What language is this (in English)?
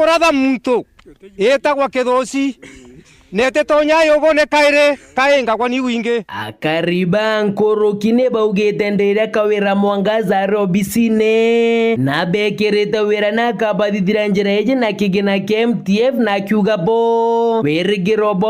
Meru